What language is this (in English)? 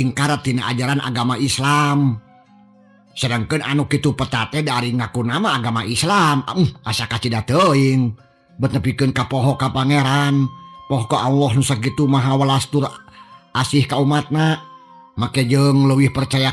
Sundanese